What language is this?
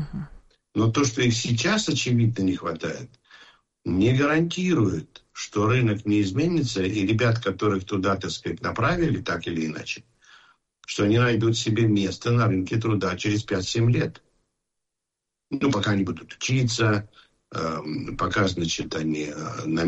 Russian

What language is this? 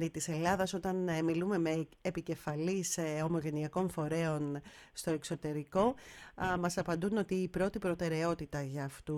Greek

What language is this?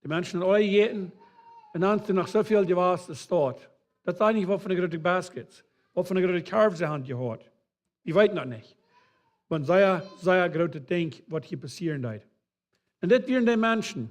Plautdietsch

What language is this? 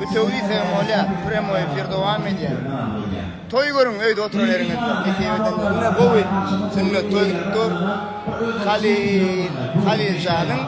Turkmen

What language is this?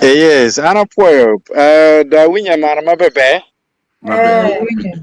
Acoli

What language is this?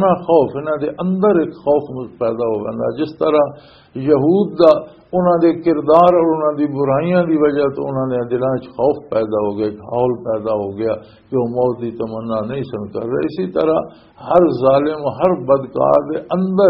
Western Panjabi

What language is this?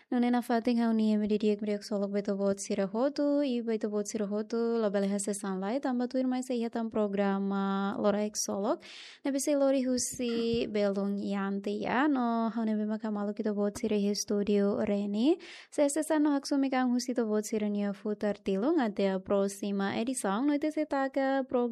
Tetum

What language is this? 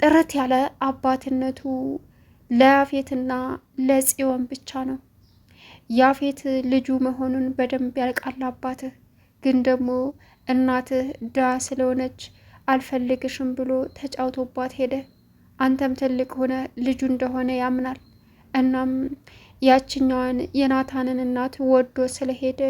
Amharic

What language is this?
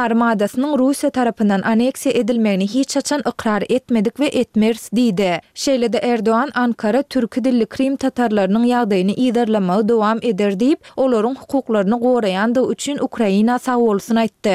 Turkmen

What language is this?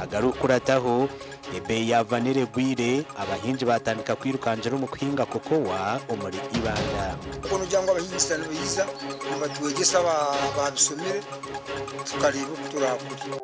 Nyankole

